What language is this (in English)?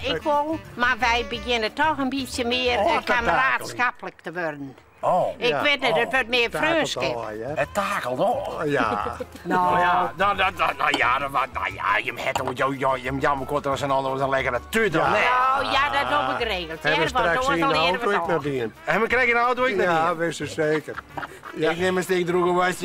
Western Frisian